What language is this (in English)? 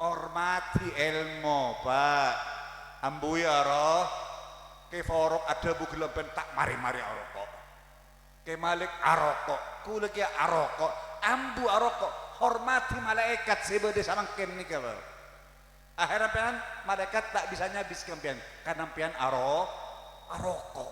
Madurese